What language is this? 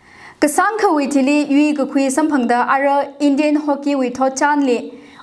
Tangkhul Naga (India)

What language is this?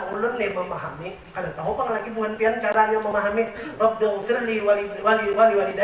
Banjar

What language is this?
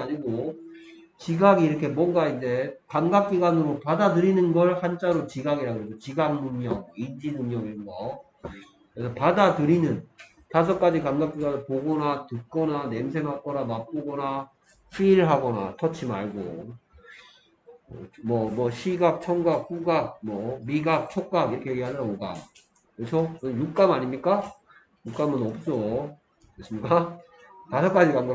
Korean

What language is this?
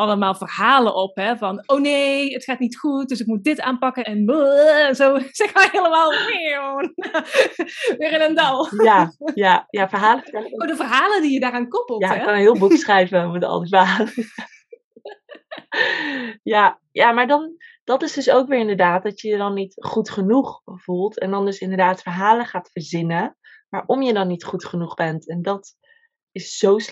Dutch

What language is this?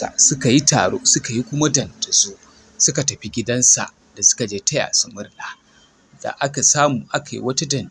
Hausa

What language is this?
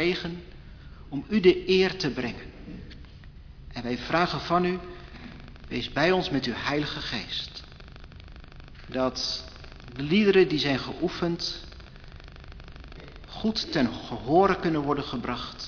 Dutch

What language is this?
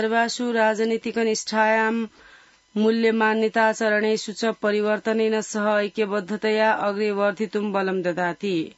Sanskrit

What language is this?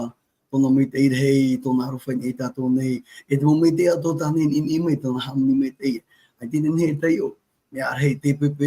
Tahitian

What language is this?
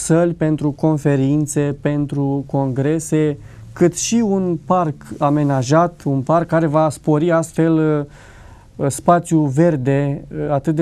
Romanian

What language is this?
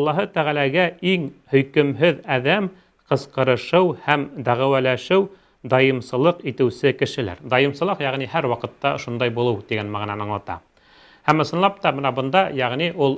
Bashkir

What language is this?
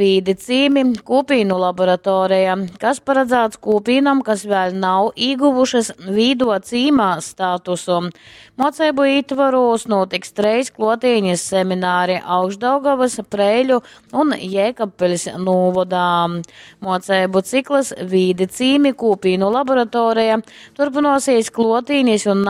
Latgalian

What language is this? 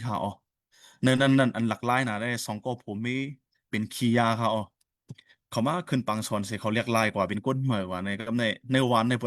Shan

